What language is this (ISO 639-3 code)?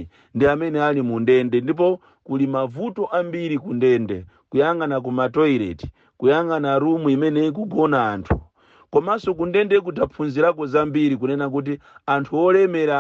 nya